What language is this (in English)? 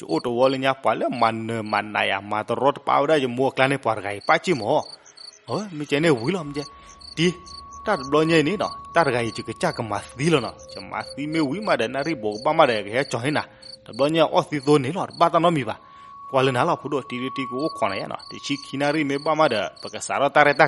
S'gaw Karen